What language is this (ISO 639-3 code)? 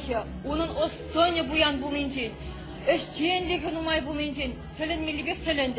chv